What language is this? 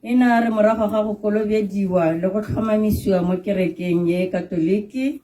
Tswana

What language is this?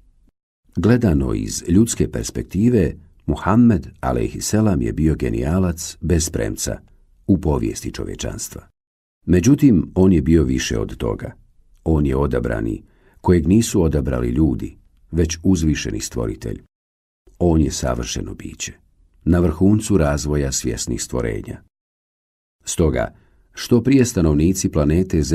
Bosnian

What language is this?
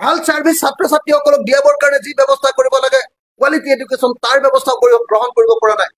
Assamese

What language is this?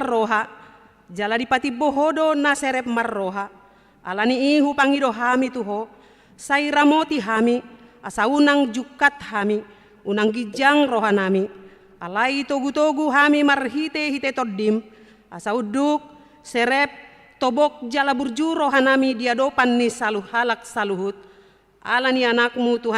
Batak Toba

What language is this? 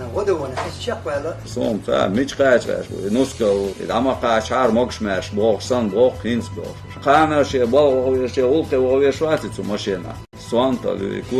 Chechen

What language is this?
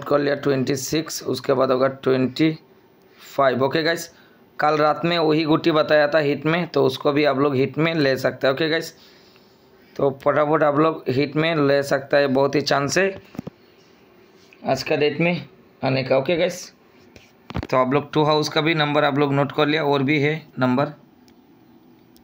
Hindi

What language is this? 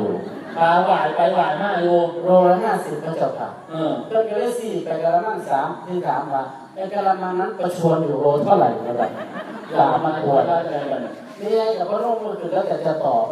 Thai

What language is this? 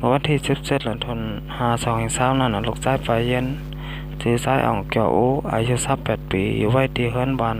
Shan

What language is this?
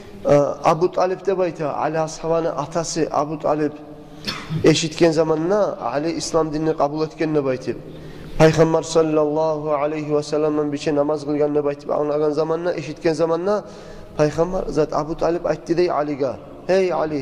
Kumyk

